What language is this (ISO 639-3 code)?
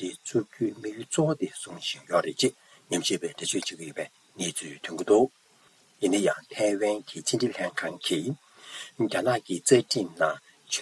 bod